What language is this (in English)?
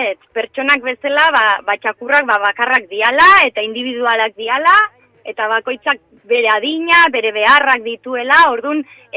Basque